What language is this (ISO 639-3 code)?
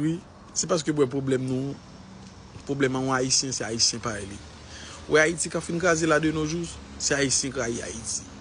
hat